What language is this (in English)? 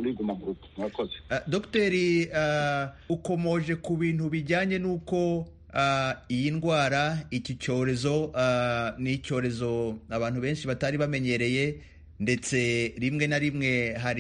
Kinyarwanda